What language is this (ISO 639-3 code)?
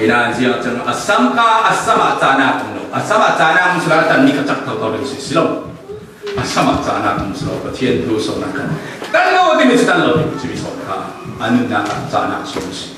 cfm